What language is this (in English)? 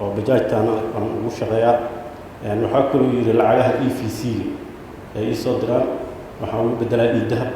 Somali